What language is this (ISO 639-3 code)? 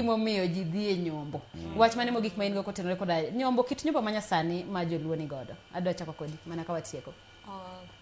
luo